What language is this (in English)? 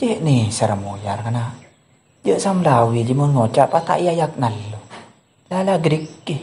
Madurese